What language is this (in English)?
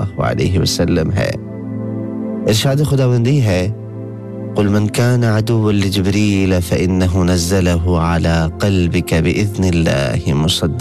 Urdu